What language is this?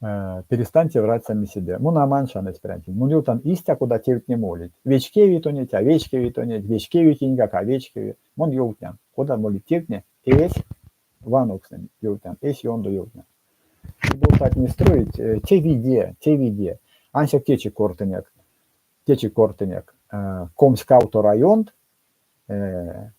Erzya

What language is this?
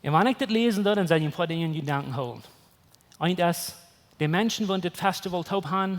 Plautdietsch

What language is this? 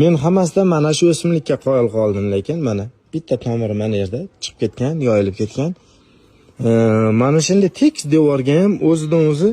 Uzbek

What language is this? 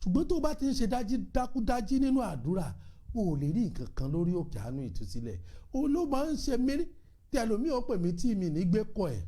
Yoruba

